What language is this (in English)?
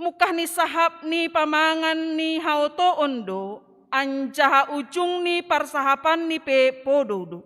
Batak Simalungun